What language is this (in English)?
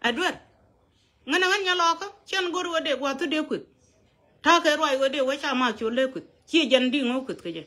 Nuer